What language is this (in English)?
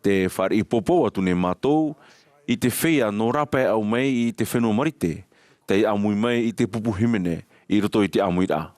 Tahitian